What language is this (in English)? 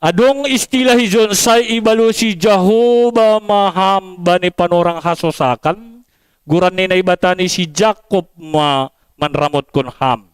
Batak Simalungun